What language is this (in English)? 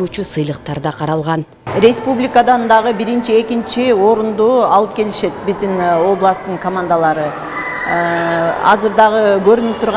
Kyrgyz